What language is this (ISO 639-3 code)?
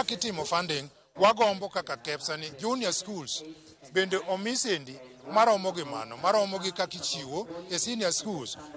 luo